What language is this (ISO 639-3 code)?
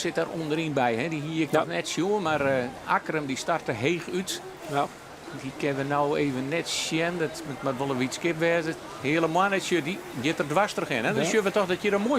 fry